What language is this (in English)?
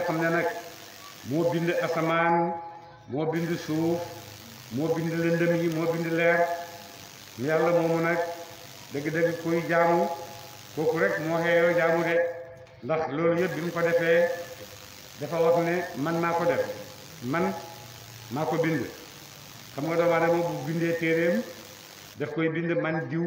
Wolof